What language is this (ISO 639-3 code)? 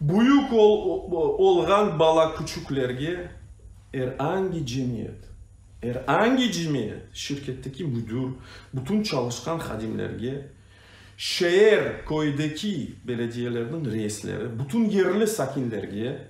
crh